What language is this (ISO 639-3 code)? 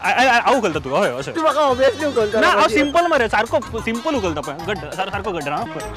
kok